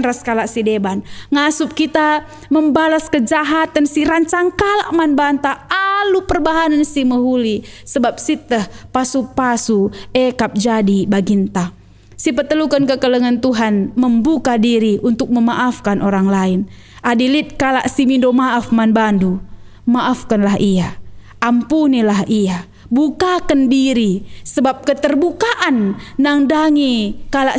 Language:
Batak Karo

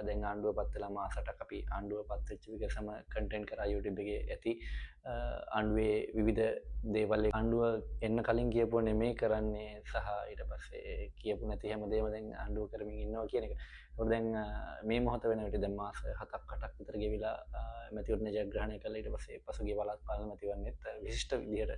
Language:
Sinhala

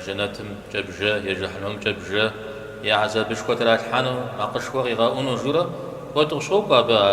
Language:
Kabardian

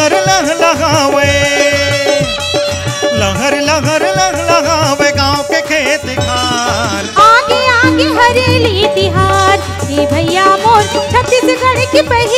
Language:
Chhattisgarhi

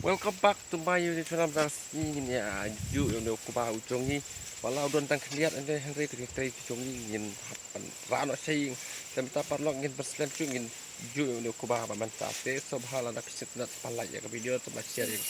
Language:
Khasi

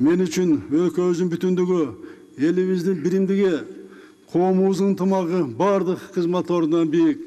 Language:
Kyrgyz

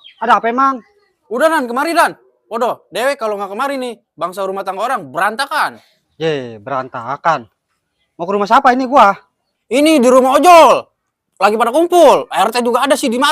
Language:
Betawi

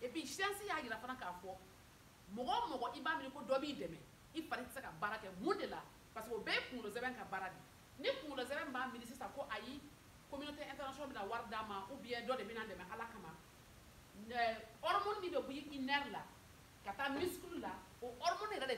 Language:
Bambara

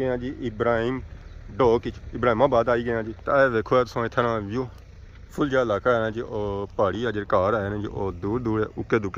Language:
Pahari-Potwari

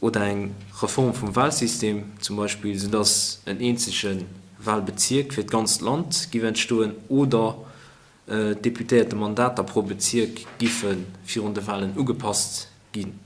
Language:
Luxembourgish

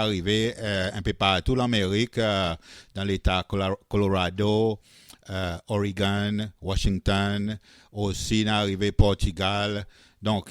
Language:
Seselwa Creole French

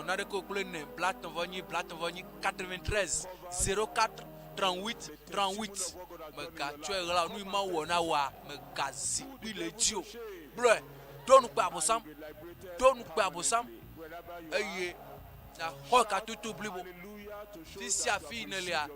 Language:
Ewe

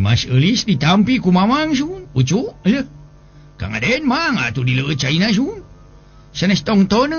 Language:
Sundanese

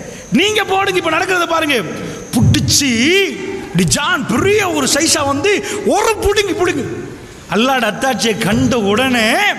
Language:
Tamil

